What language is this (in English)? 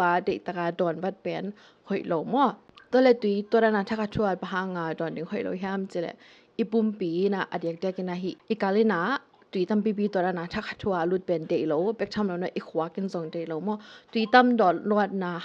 Tedim Chin